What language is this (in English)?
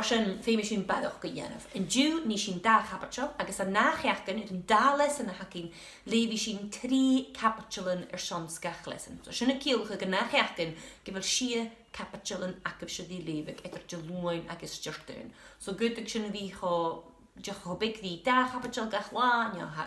Scottish Gaelic